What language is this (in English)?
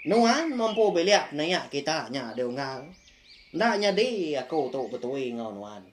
Iban